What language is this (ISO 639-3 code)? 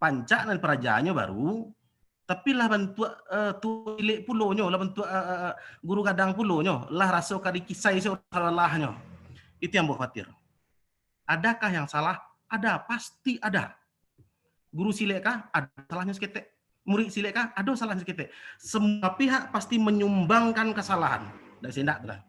min